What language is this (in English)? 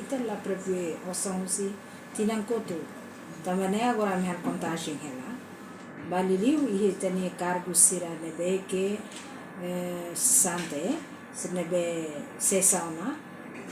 Tetum